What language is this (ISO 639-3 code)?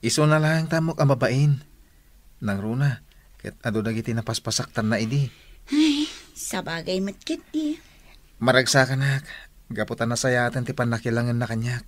ilo